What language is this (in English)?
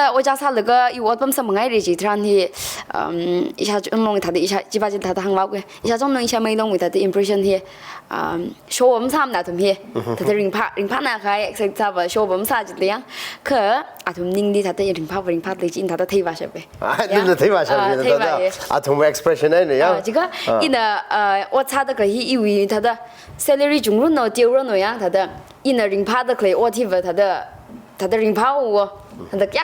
Tangkhul Naga (India)